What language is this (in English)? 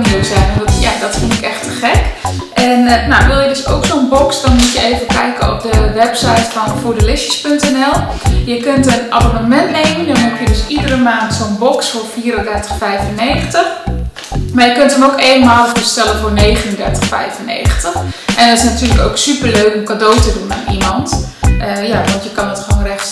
Dutch